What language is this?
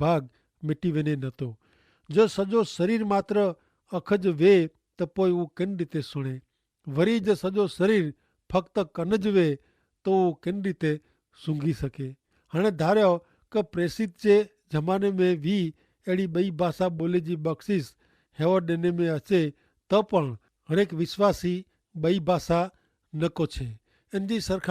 Kachhi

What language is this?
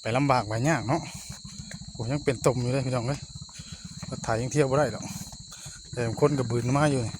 Northeastern Thai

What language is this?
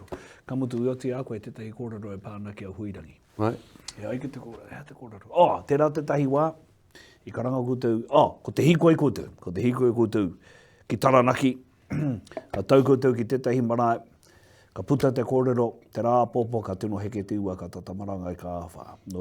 Māori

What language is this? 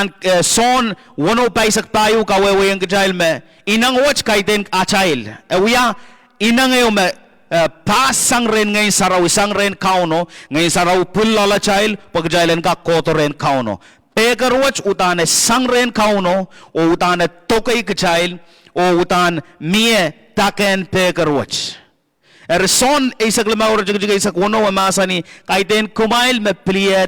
Pohnpeian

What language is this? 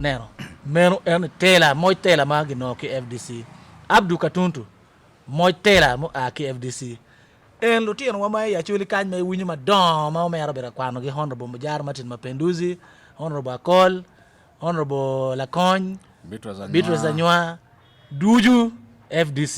Acoli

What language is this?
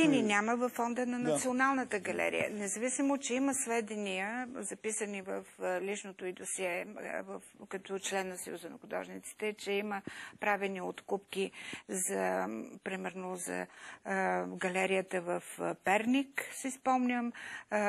Bulgarian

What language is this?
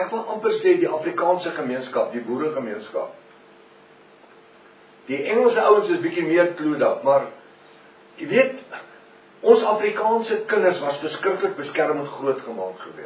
Afrikaans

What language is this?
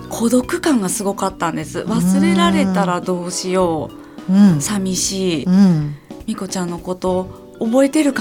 Japanese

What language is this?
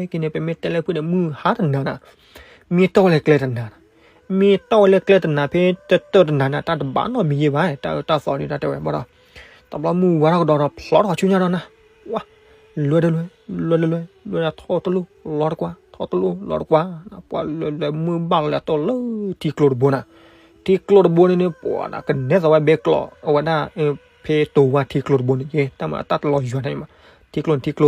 S'gaw Karen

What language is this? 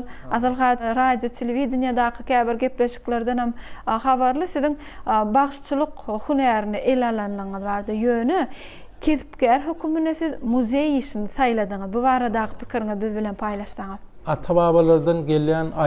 Turkmen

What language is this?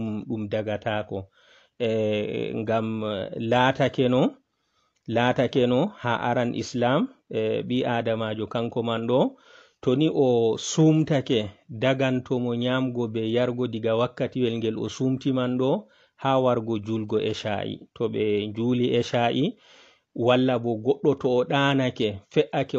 Fula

